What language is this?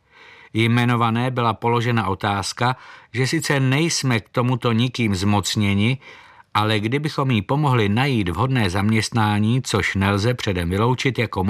Czech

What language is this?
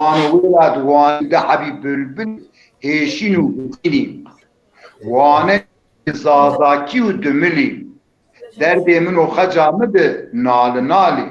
Zaza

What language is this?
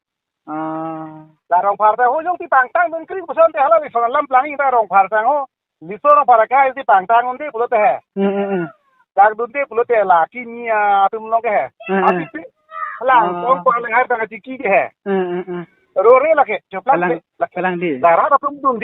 Karbi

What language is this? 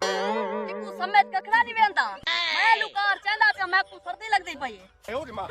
Saraiki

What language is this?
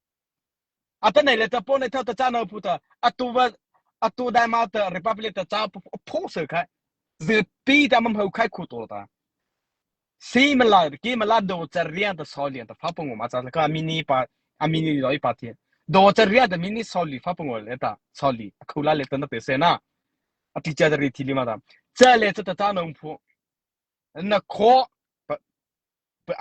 Mara Chin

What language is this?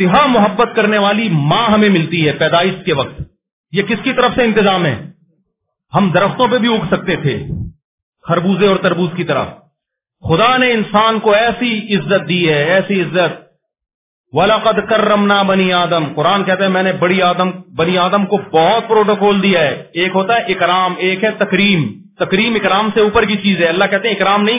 Urdu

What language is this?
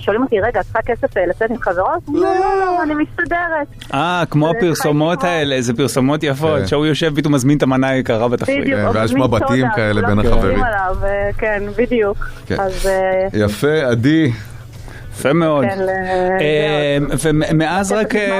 Hebrew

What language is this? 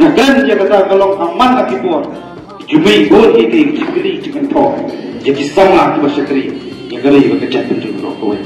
Khasi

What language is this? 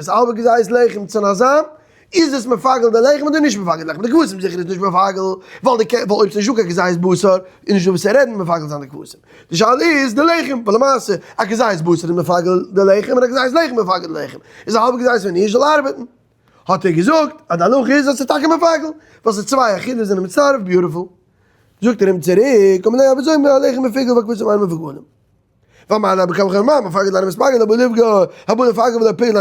Yiddish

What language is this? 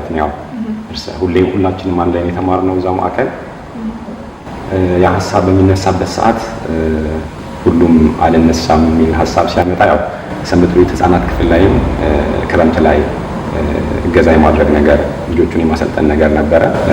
Amharic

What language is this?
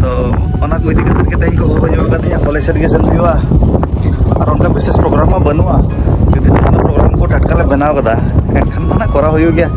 Santali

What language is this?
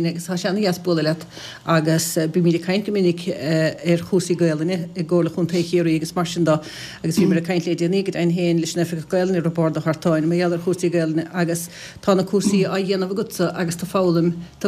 Irish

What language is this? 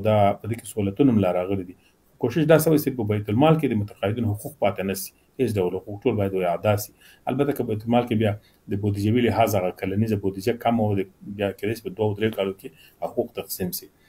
Pashto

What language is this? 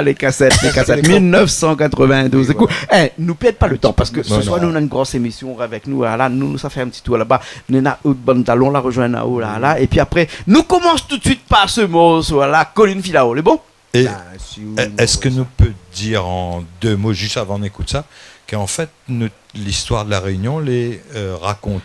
Réunion Creole French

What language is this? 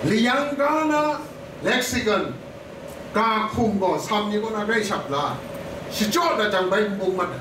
Kachin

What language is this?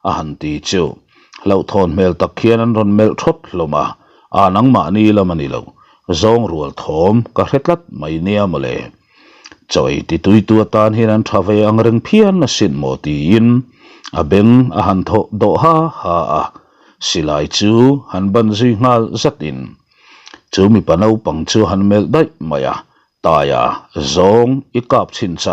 Mizo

